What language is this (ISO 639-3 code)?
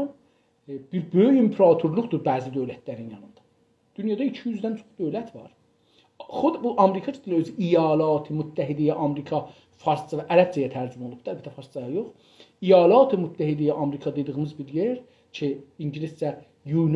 azb